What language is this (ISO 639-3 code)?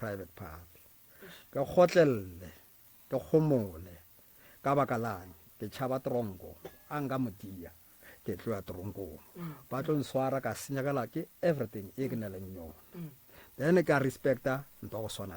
nso